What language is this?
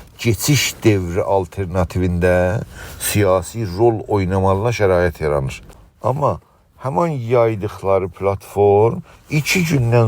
South Azerbaijani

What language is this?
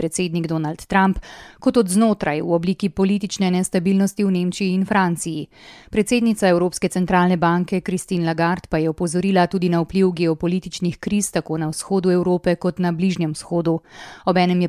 Slovenian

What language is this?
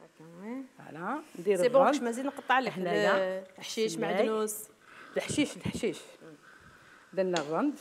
Algerian Arabic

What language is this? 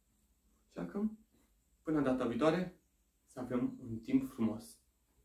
Romanian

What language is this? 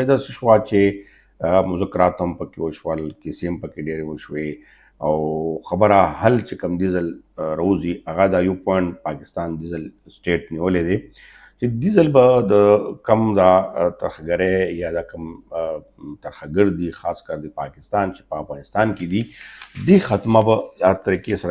Pashto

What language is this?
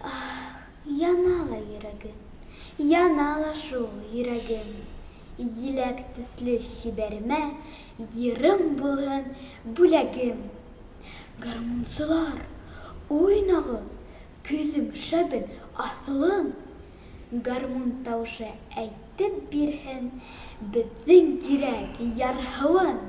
Tatar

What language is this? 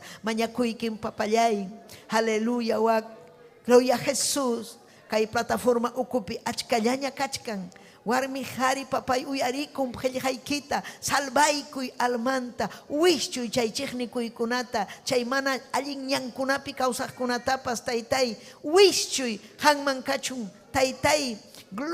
Ayacucho Quechua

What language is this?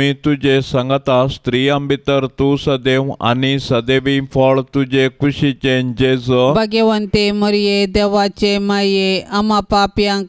Konkani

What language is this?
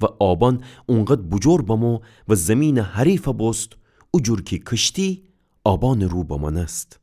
Gilaki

